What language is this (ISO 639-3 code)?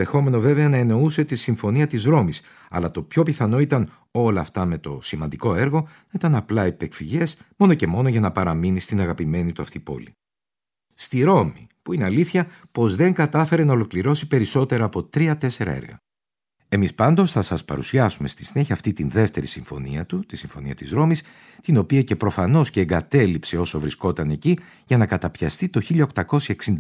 ell